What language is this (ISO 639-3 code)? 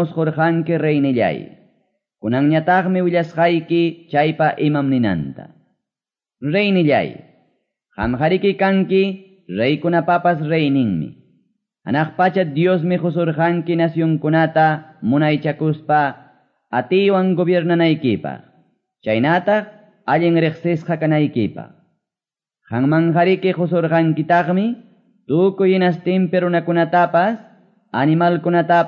que